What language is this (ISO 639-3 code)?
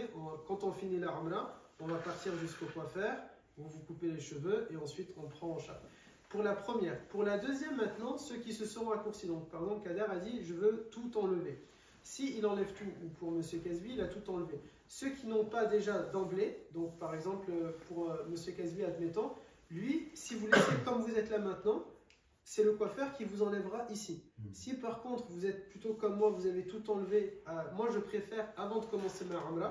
fra